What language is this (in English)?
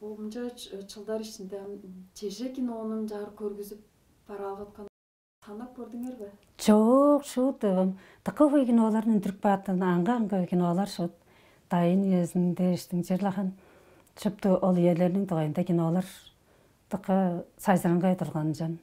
Tuvinian